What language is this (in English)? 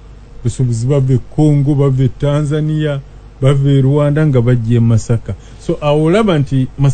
Ganda